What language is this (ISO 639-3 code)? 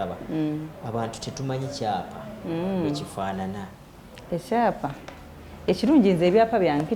lug